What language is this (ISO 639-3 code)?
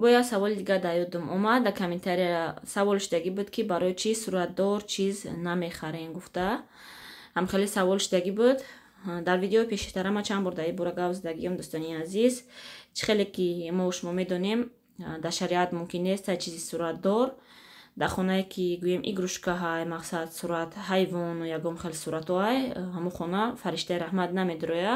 tgk